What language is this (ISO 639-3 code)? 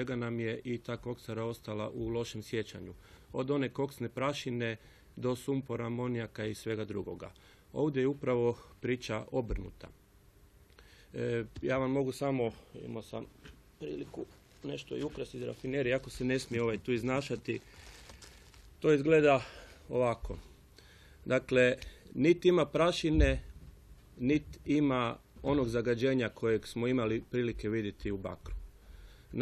hrv